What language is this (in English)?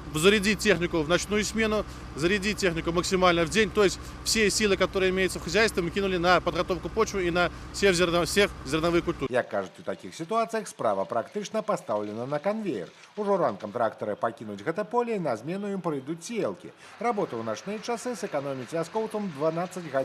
Belarusian